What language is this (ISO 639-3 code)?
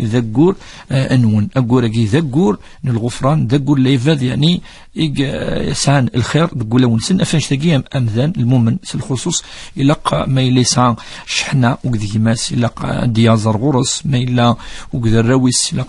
kab